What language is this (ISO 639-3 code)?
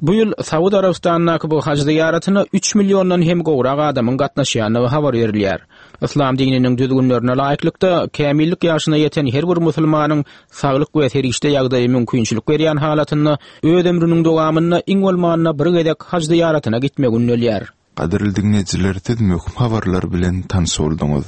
tuk